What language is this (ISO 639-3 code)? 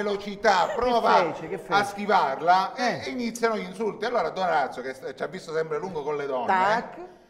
ita